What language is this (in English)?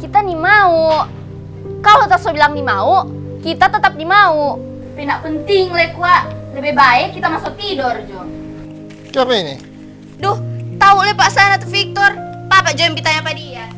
Manado Malay